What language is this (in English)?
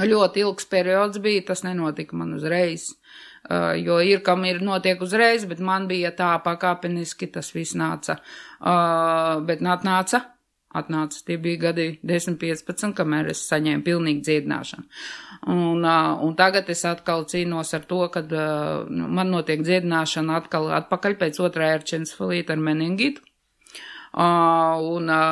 Latvian